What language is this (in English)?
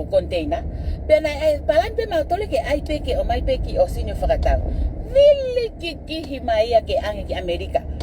Tongan